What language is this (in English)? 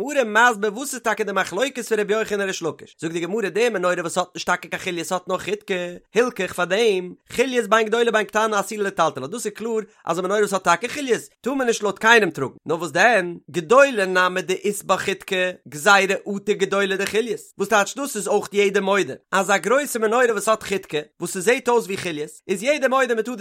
Yiddish